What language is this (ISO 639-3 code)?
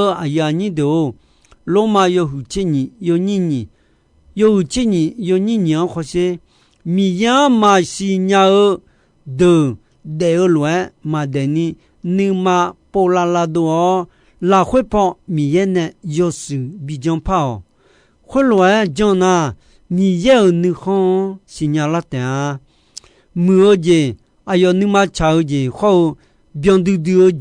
ahk